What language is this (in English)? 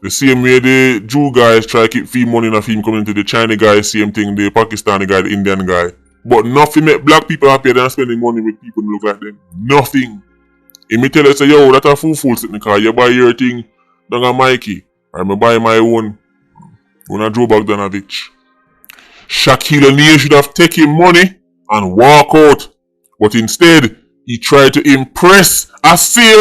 Jamaican Creole English